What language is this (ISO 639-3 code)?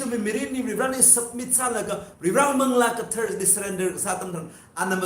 nmf